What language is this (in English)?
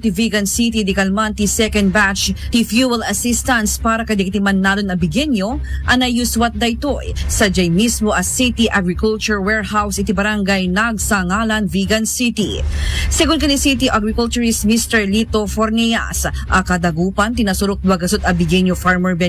Iloko